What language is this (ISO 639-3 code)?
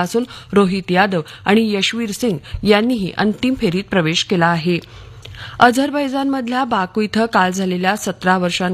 mar